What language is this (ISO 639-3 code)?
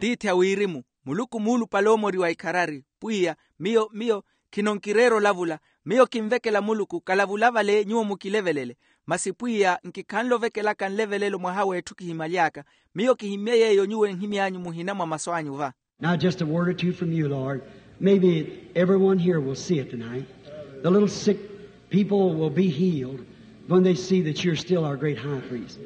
vmw